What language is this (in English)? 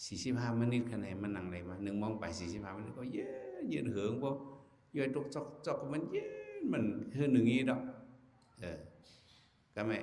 Shan